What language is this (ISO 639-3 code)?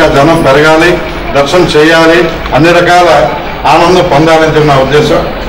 tel